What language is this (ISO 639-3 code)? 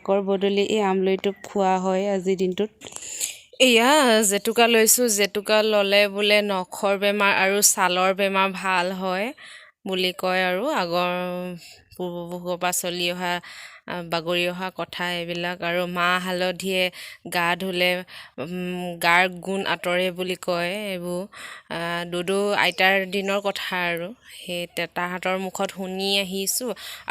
asm